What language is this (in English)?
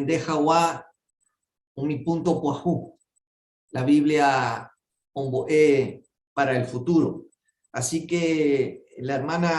Guarani